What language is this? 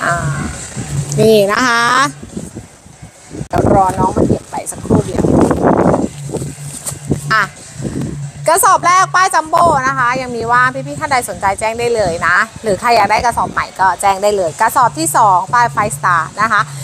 Thai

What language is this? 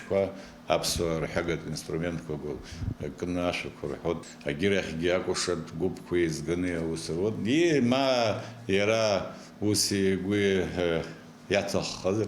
Abkhazian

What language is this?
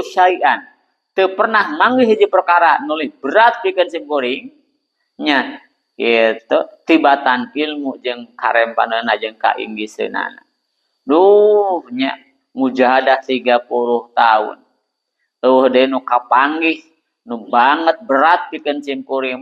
Sundanese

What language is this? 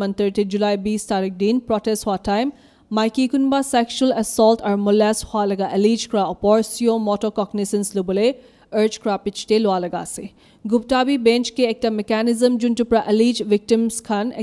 Naga Pidgin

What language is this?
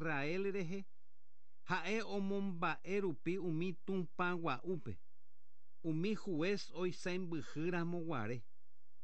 Guarani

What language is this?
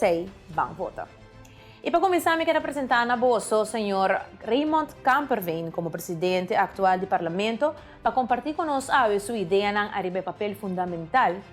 Papiamento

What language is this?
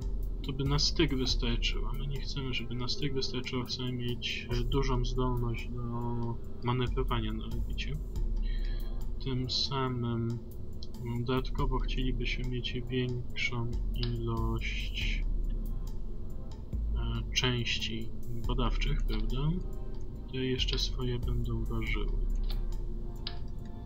Polish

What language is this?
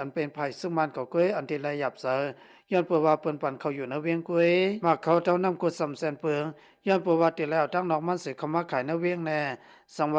Shan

